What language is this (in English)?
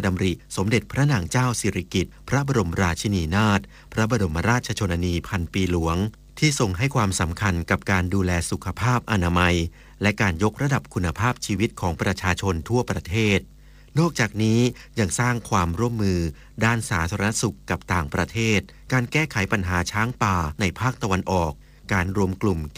Thai